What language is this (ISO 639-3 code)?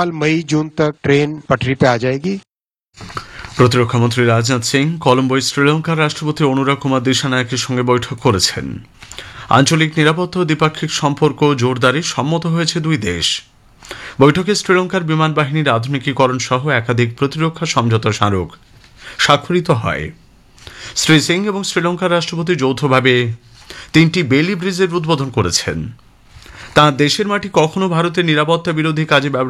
ben